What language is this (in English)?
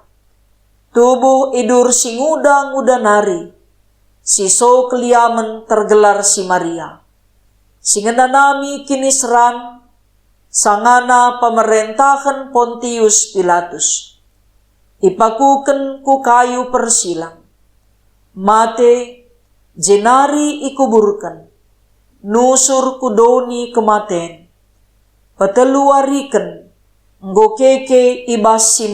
Batak Karo